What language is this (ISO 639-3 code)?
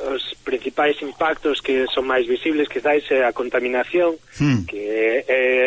glg